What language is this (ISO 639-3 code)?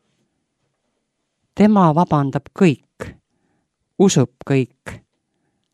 est